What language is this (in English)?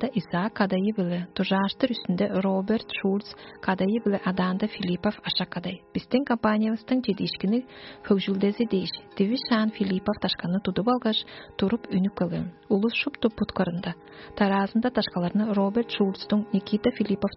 Tuvinian